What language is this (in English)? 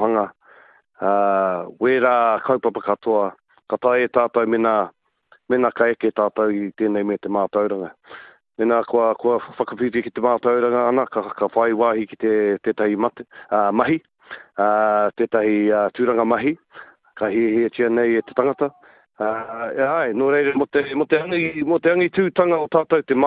Māori